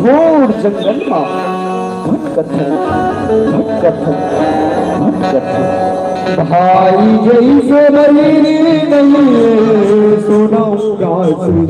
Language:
Chhattisgarhi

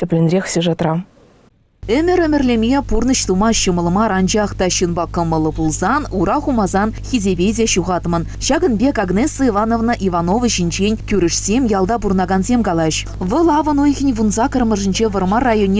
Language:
Chuvash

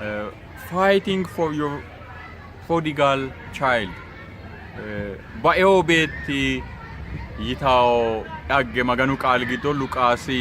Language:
Sidamo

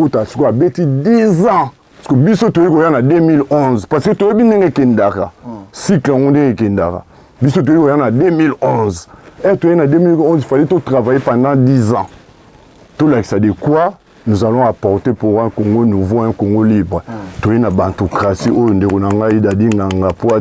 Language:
Lingala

